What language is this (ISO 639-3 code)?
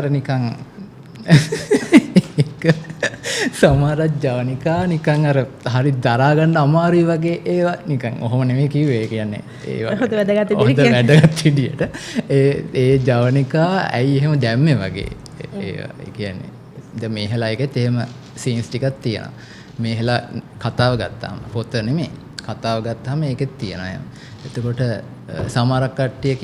sin